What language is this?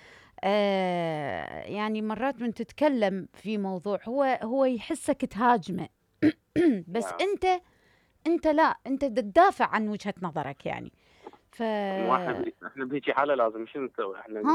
Mesopotamian Arabic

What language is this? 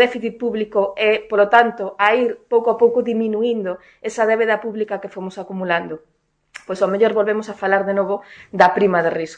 Galician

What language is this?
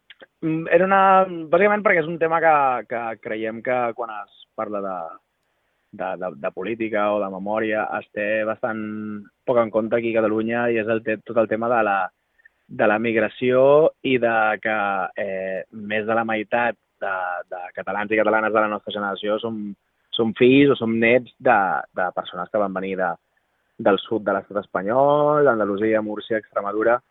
Catalan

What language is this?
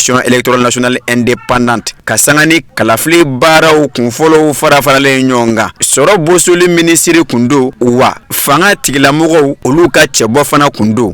Bambara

